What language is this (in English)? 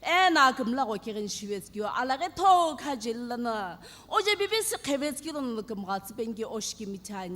Sumi Naga